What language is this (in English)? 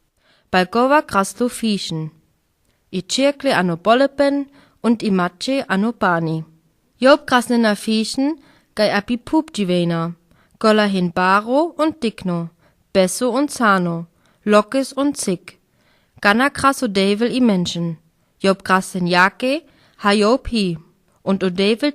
Sinte Romani